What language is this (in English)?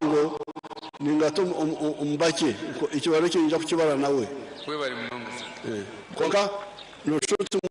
Nyankole